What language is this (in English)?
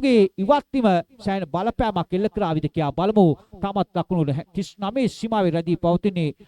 Sinhala